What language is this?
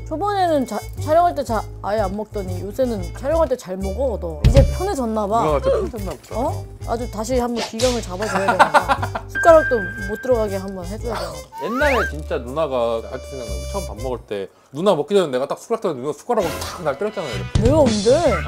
Korean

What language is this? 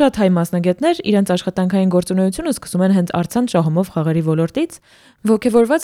Armenian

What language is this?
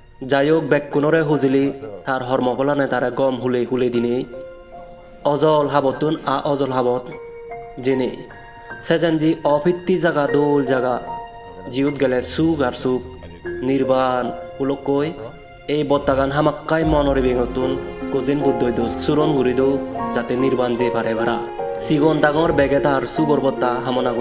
Chakma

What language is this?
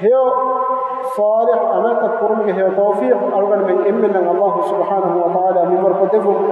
Divehi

